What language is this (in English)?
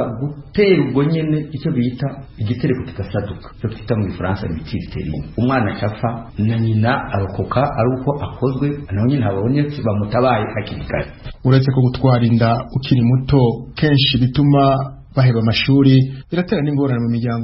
Rundi